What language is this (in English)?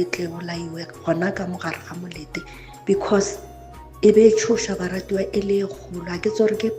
Northern Sotho